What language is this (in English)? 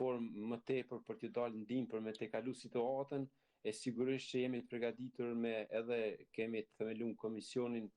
Albanian